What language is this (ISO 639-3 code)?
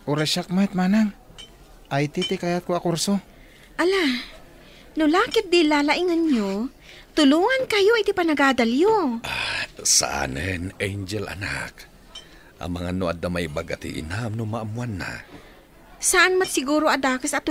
ilo